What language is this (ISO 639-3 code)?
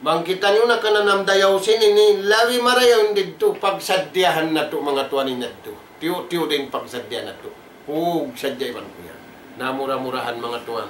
tsg